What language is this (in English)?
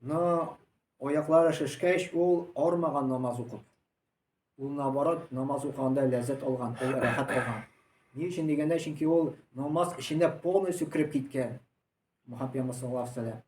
Tatar